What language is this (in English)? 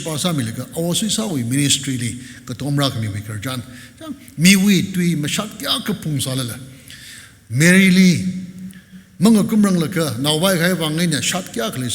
Tangkhul Naga (India)